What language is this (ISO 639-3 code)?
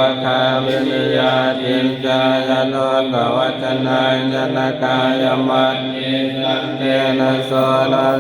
pli